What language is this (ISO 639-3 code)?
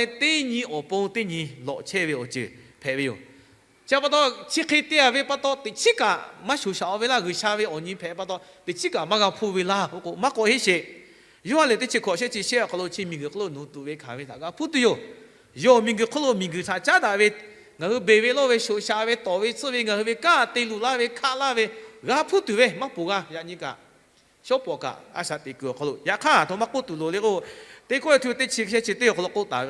lhu